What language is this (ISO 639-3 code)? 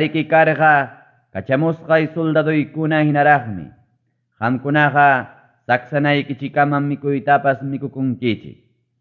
quy